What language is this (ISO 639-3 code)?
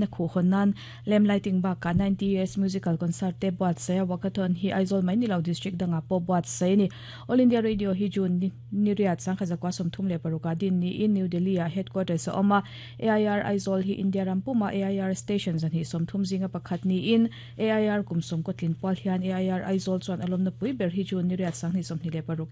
lus